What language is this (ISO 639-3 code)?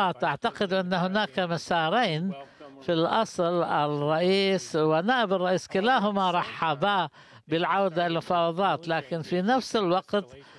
ara